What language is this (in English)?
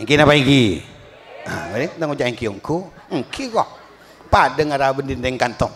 Madurese